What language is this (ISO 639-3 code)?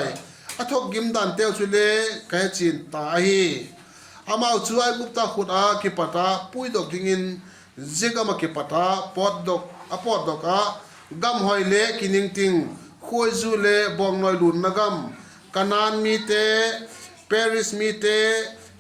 vap